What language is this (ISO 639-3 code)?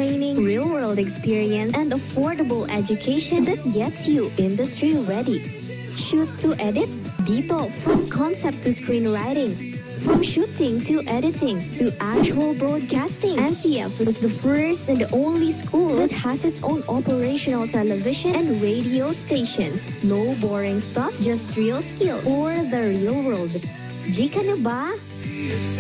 bik